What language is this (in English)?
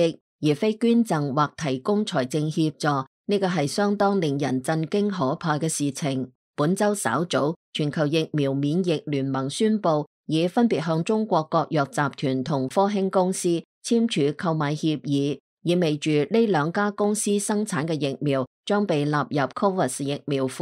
Cantonese